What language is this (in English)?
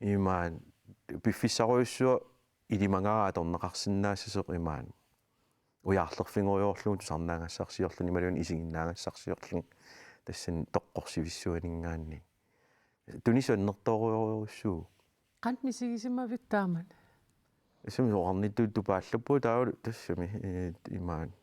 Kalaallisut